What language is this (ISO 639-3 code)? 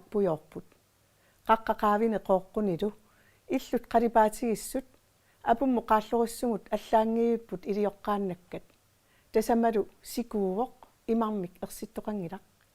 kal